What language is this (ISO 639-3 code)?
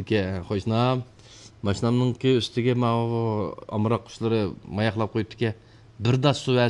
uig